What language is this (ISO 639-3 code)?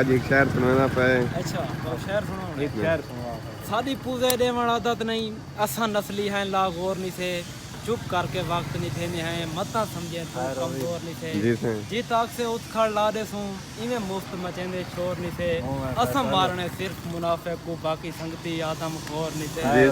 skr